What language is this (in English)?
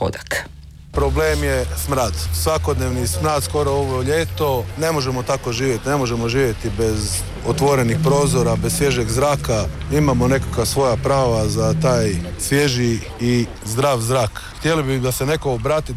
Croatian